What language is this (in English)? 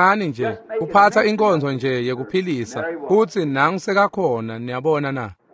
Swati